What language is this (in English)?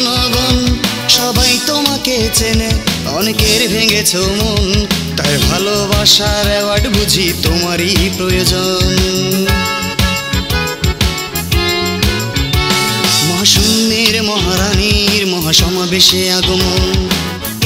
Bangla